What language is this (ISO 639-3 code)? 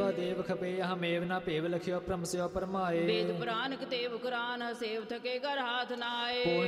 pan